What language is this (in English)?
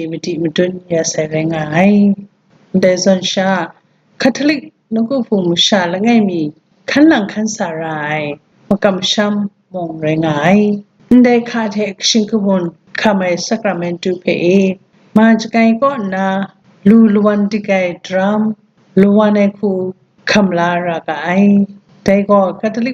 Kachin